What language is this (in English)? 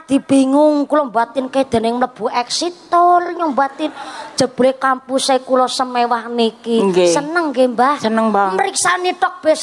Javanese